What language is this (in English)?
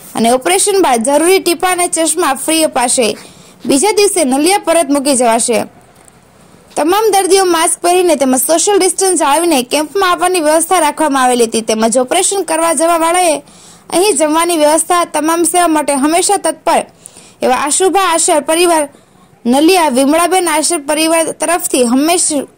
Gujarati